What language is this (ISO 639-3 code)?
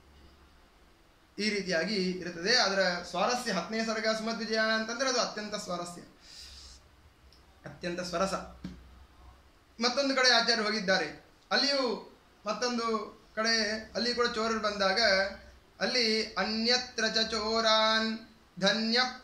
kan